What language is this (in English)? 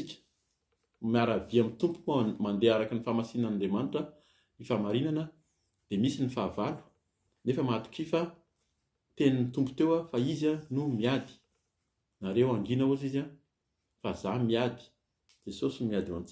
Malagasy